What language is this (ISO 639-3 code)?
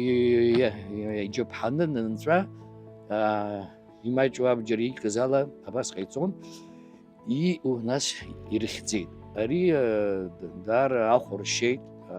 abk